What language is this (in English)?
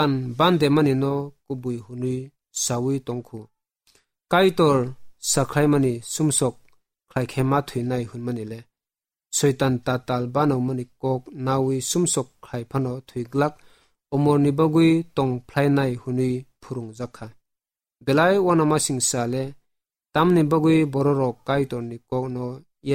Kok Borok